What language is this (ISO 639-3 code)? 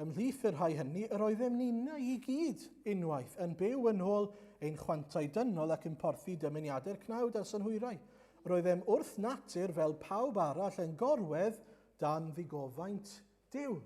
cym